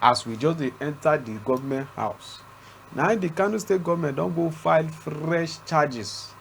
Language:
Nigerian Pidgin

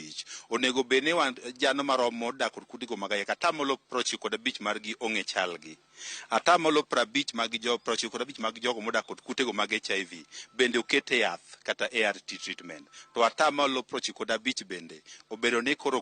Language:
Luo (Kenya and Tanzania)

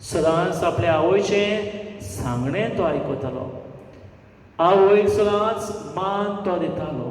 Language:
Konkani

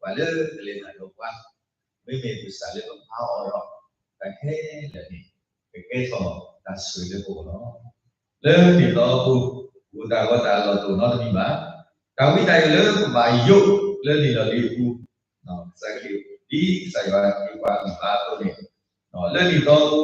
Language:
S'gaw Karen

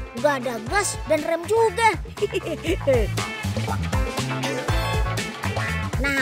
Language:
Indonesian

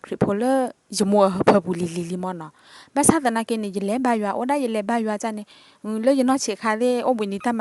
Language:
S'gaw Karen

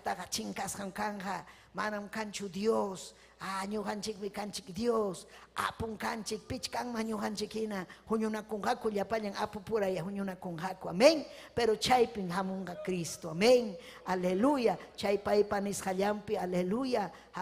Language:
Ayacucho Quechua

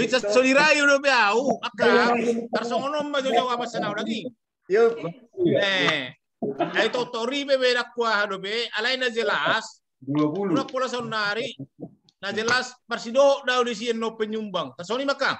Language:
Batak Toba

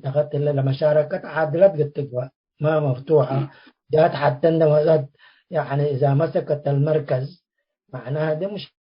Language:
Tigre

